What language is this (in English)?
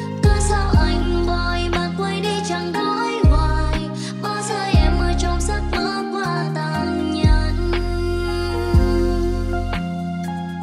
Vietnamese